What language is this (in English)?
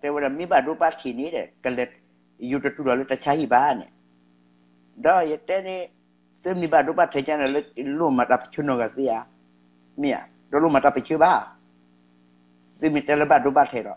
S'gaw Karen